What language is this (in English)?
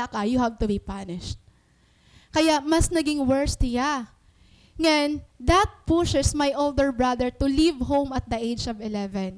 Waray